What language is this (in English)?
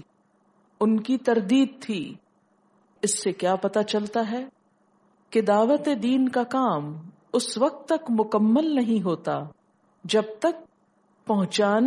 Urdu